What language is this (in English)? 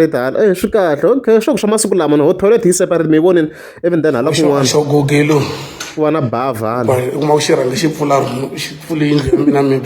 Tsonga